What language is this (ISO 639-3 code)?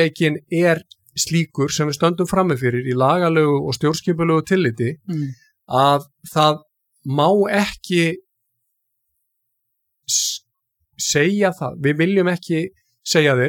isl